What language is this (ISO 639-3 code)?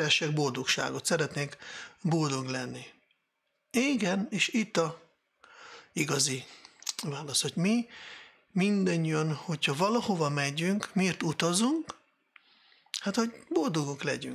hun